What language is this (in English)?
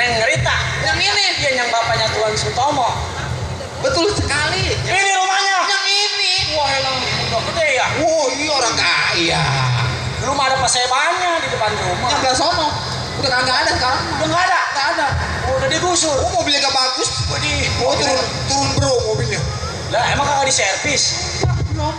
Betawi